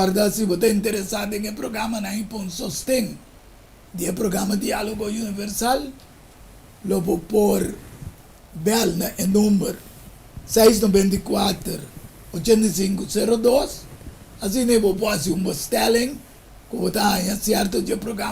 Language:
Papiamento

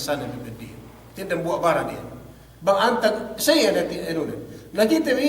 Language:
Yakan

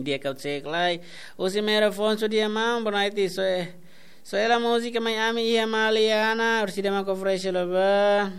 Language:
Tetum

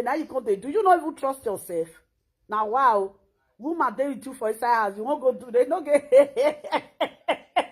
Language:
Nigerian Pidgin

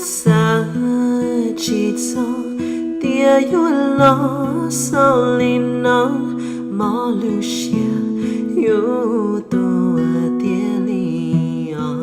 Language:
Hmong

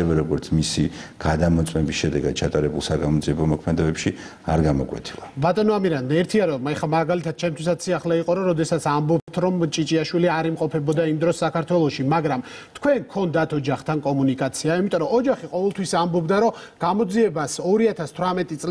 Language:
Georgian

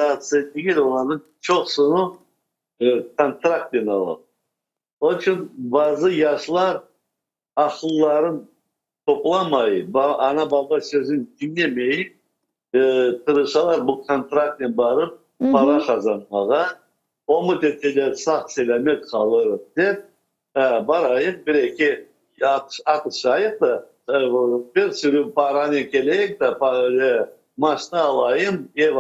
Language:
Crimean Tatar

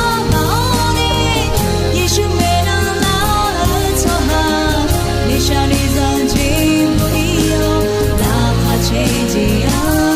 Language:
Akha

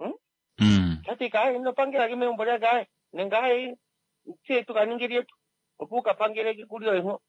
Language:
Kuanyama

